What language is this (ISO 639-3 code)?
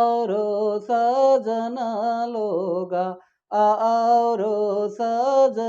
sck